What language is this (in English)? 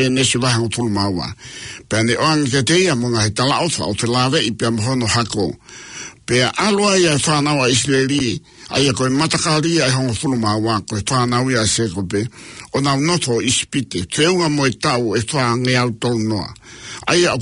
Tongan